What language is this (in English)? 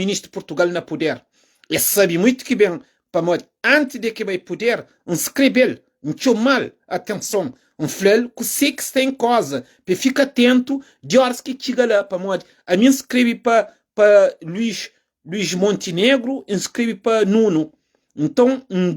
Kabuverdianu